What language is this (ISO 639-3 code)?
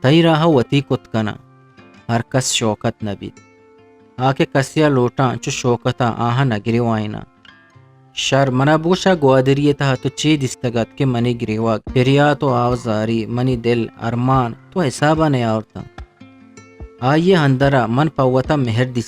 bgp